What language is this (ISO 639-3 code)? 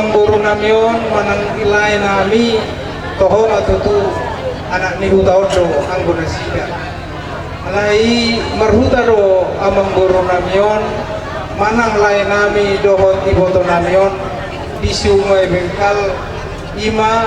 bbc